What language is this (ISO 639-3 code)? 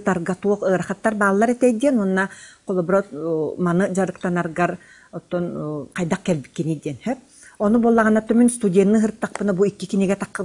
sah